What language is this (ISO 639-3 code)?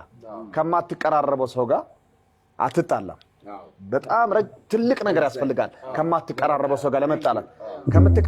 amh